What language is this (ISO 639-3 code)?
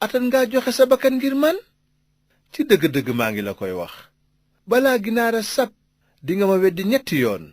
wol